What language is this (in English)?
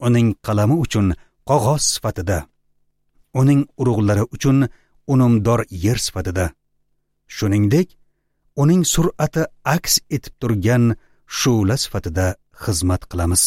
Uzbek